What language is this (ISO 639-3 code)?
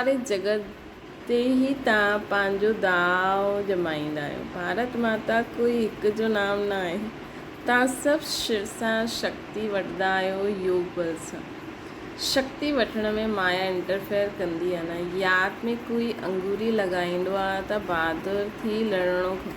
snd